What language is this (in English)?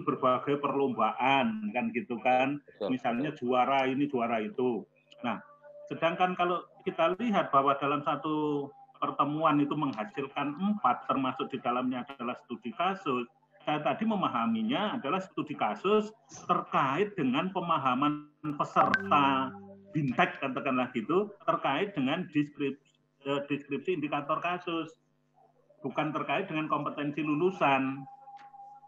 Indonesian